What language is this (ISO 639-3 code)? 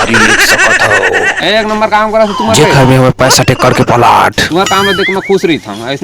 hne